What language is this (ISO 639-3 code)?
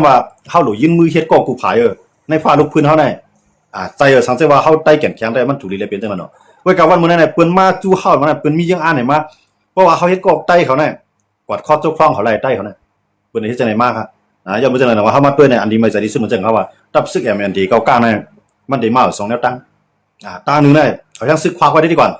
shn